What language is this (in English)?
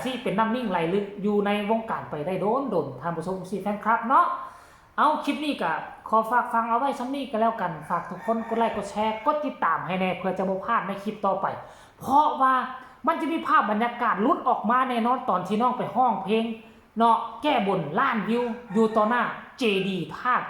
Northeastern Thai